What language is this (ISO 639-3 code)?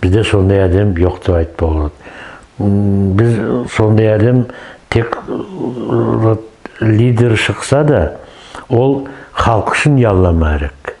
nog